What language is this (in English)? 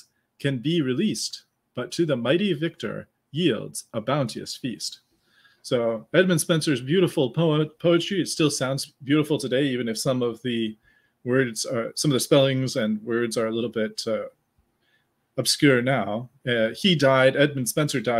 English